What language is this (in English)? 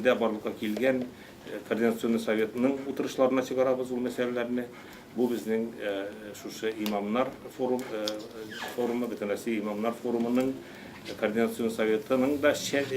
Tatar